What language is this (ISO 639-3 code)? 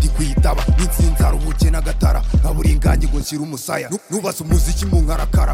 kin